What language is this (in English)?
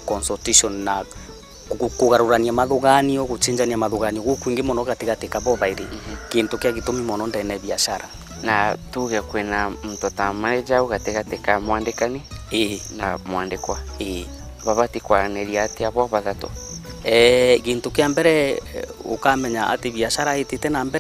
Meru